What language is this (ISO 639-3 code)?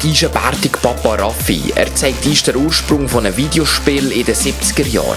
gsw